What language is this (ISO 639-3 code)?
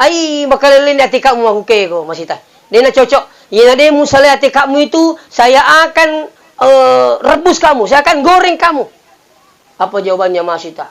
bug